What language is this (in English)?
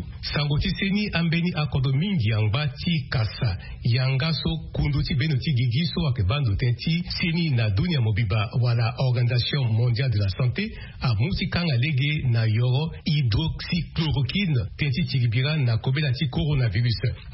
Sango